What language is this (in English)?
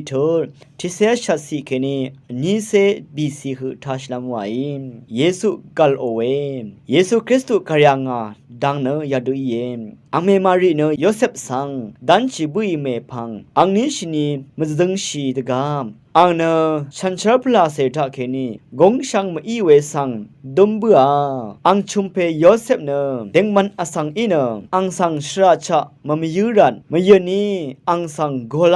Rawang